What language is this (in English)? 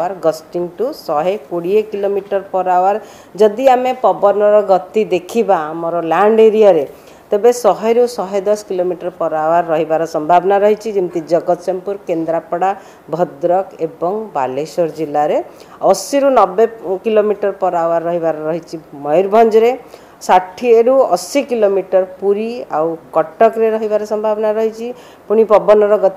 Odia